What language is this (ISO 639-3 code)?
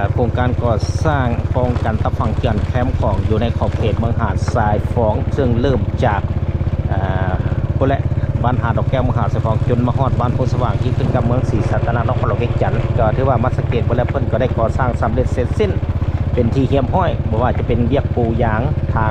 lao